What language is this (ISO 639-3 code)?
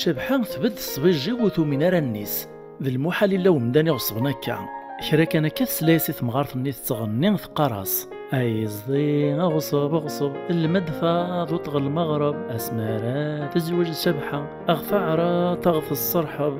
kab